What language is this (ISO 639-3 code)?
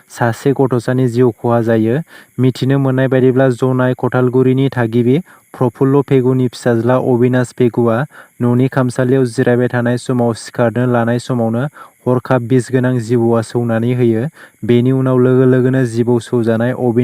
brx